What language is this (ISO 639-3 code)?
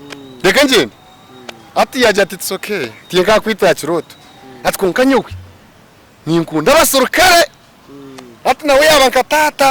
nyn